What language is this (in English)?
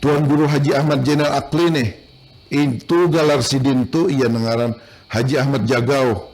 Banjar